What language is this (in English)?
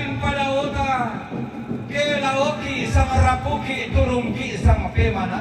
Toraja-Sa'dan